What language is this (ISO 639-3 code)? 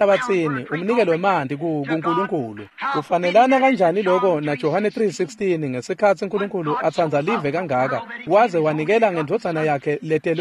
ssw